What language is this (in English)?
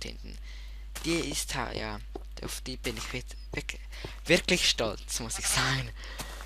Swiss German